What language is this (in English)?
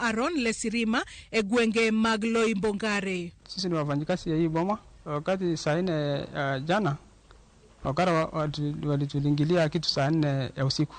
Luo (Kenya and Tanzania)